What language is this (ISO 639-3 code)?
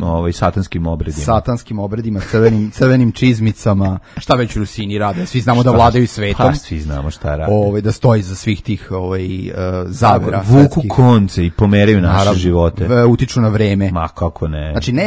srp